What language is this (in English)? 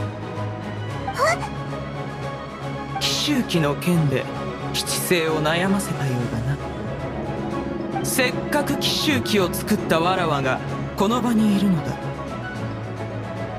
Japanese